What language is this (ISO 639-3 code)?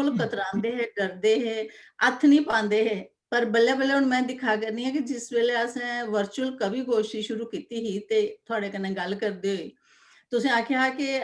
doi